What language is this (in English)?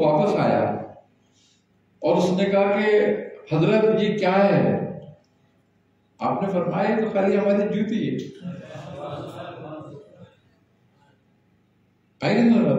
Urdu